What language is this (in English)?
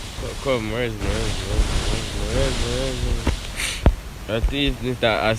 Jamaican Creole English